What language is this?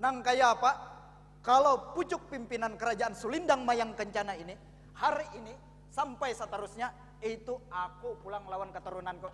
Banjar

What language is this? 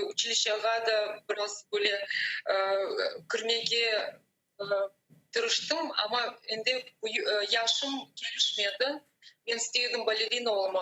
Crimean Tatar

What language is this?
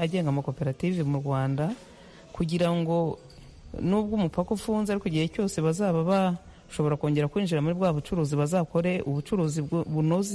Kinyarwanda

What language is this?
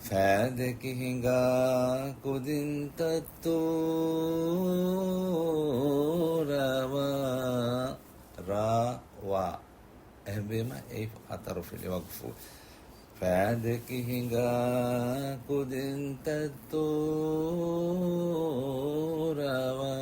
Divehi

